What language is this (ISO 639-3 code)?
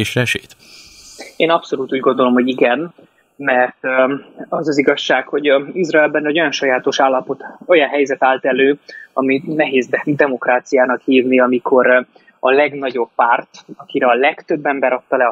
hun